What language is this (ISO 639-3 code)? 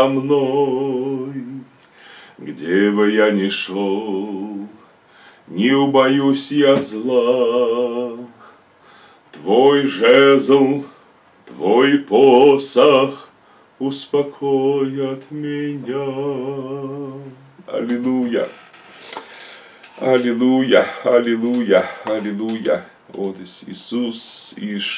rus